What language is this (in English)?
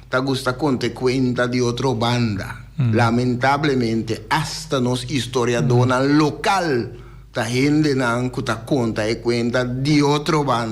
Papiamento